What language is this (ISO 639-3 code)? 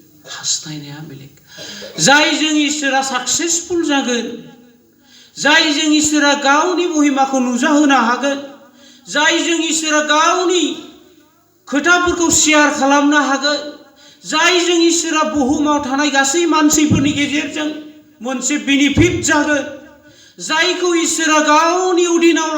brx